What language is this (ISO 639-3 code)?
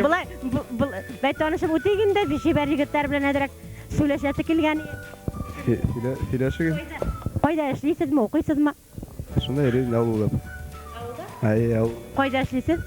bak